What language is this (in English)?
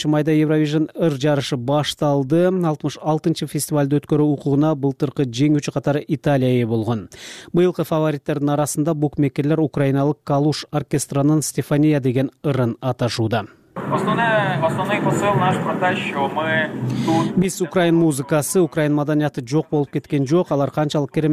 Kyrgyz